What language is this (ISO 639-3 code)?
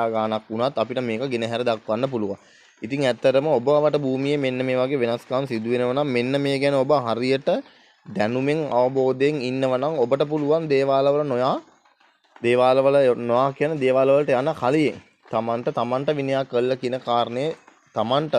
sin